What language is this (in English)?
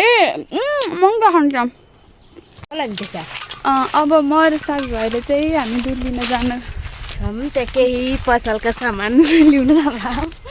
Nepali